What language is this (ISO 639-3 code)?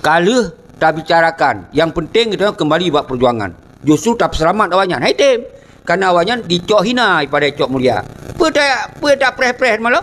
ace